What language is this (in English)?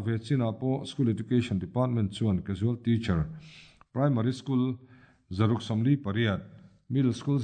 Mizo